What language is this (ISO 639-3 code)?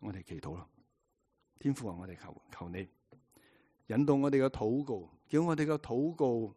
yue